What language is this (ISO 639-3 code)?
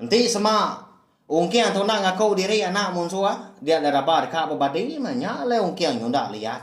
iba